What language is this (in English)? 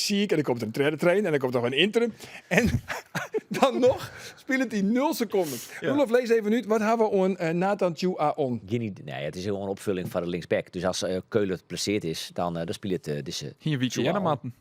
Western Frisian